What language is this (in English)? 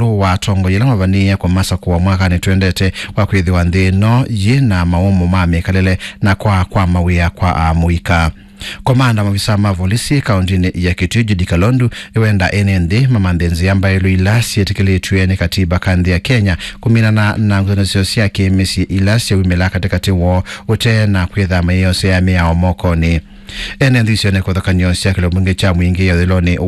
Kamba